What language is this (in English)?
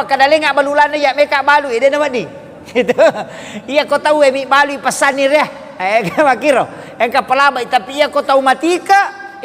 Buginese